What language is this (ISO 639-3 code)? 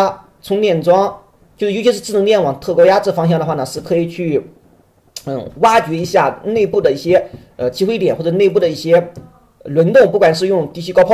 zho